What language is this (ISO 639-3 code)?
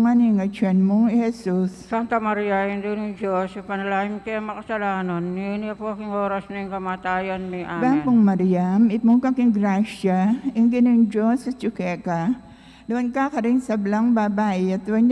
pam